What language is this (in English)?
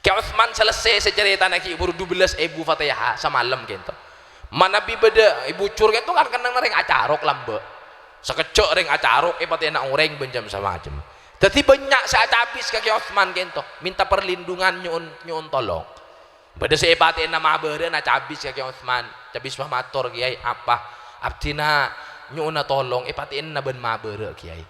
Madurese